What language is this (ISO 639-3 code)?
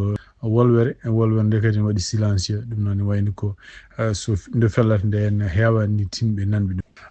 ful